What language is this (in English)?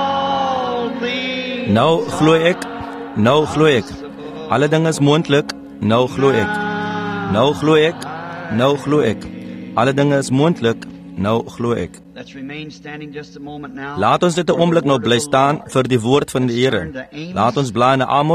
Afrikaans